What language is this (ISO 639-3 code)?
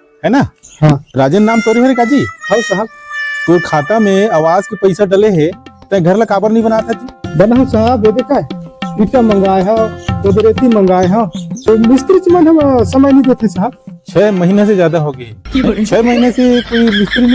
hne